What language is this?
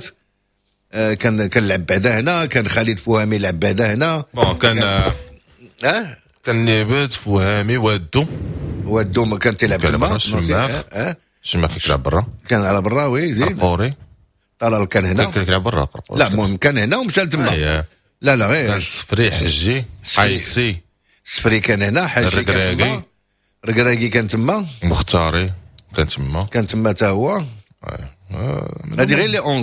Moroccan Arabic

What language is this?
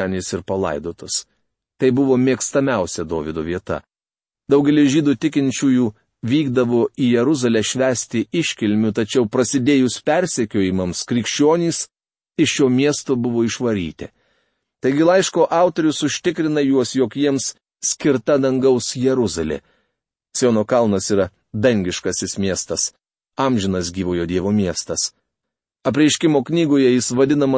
Lithuanian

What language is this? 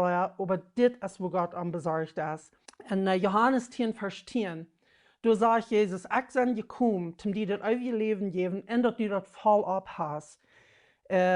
Plautdietsch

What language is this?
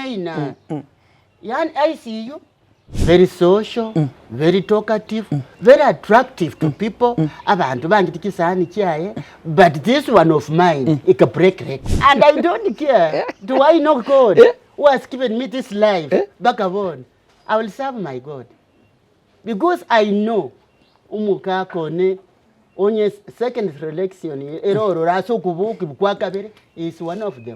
Gusii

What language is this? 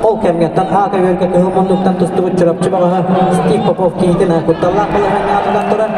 Yakut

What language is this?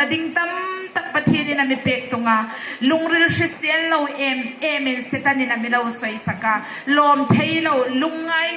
Hmar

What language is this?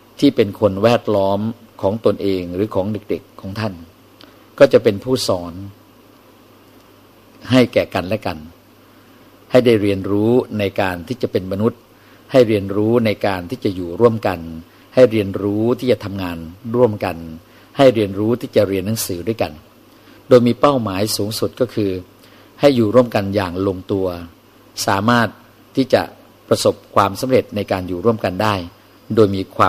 Thai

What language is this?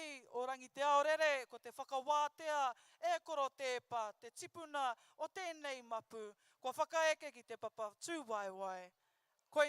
Māori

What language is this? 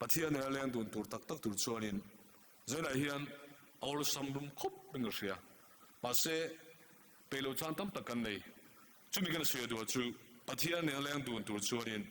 Mizo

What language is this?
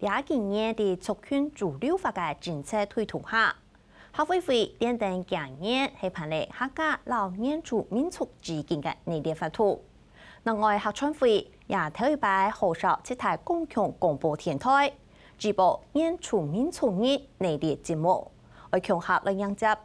Hakka Chinese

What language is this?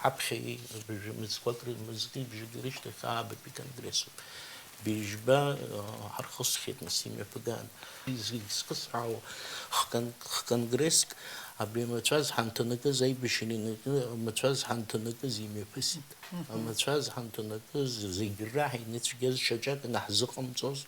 Abkhazian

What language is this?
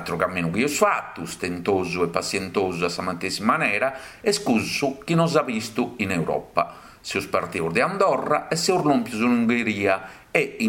Sardinian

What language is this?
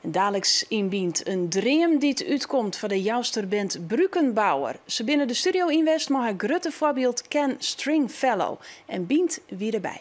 Western Frisian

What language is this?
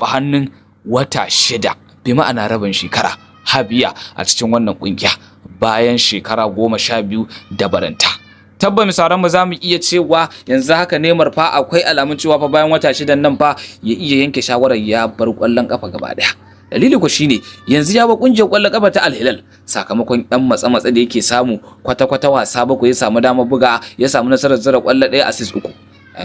Hausa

